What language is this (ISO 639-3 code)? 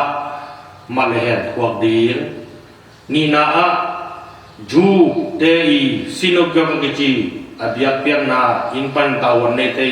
ctd